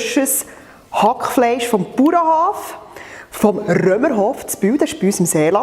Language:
Swiss German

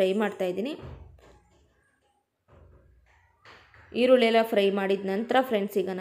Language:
Kannada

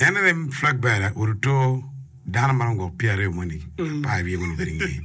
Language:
Acoli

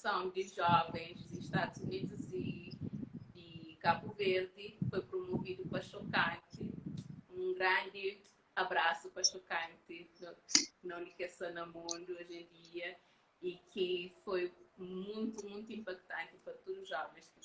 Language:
Kabuverdianu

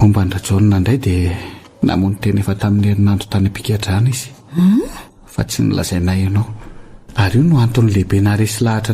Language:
Malagasy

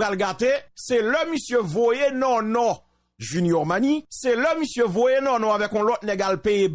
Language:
Haitian Creole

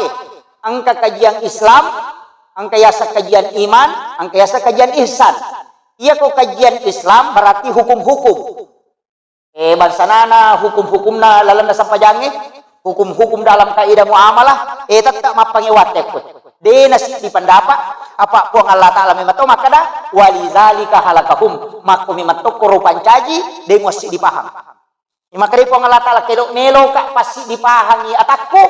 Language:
Buginese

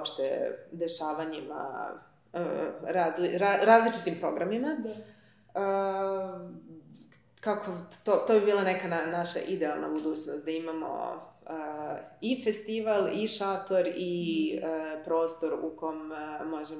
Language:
Serbian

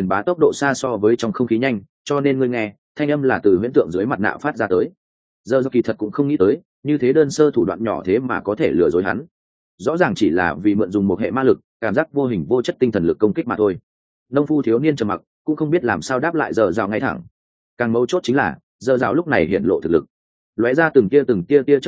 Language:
Vietnamese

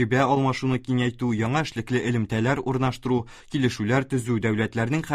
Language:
Tatar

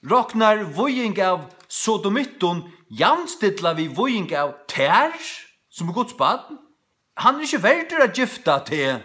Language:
Faroese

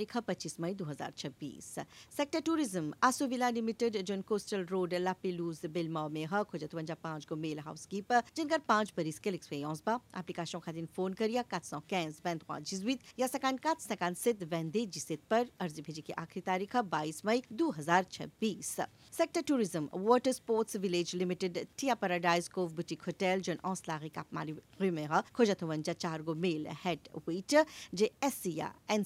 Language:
Bhojpuri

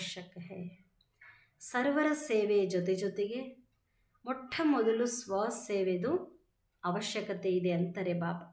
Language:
Kannada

